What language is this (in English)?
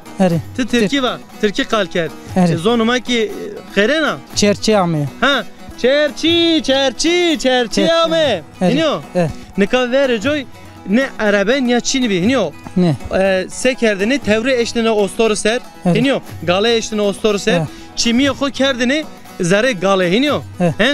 Zaza